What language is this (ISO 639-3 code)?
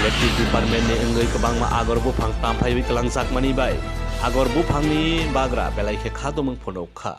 trp